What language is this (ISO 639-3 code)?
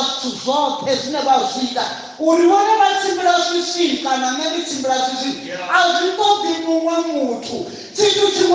ven